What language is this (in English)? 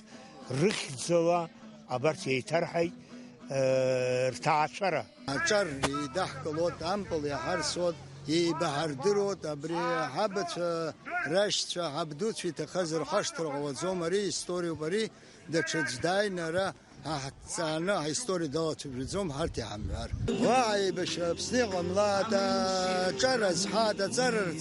Abkhazian